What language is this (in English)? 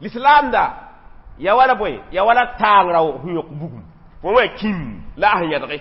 Mossi